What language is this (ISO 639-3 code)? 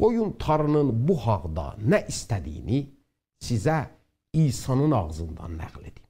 azb